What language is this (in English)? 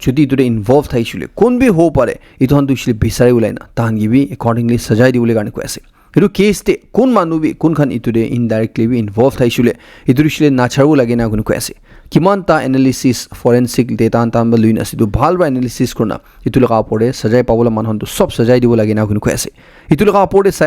Naga Pidgin